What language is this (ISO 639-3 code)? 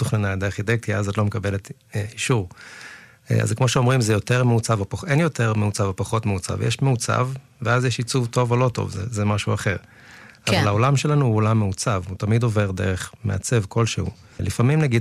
heb